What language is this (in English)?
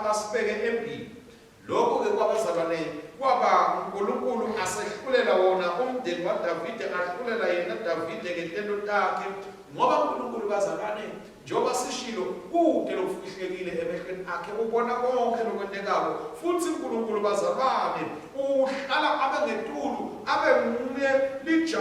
Swati